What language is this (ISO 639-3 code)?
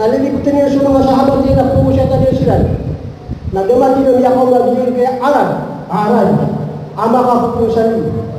mrw